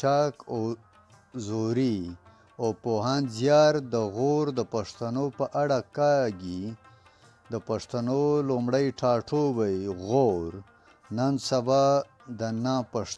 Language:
Pashto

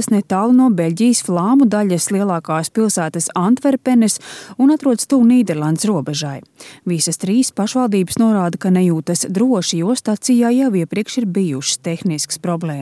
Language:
Latvian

